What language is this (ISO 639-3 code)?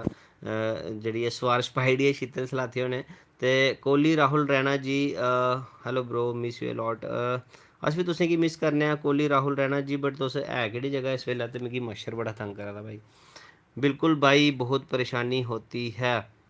doi